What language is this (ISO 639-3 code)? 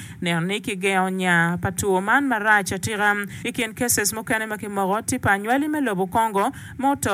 ach